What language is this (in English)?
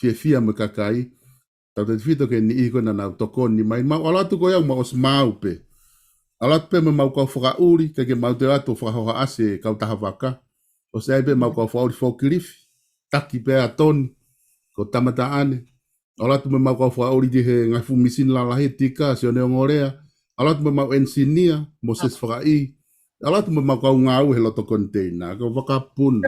Tongan